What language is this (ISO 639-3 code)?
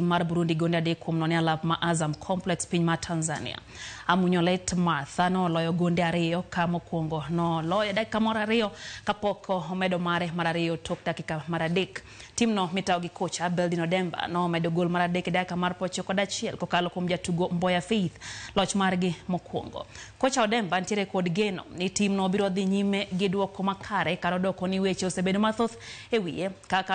luo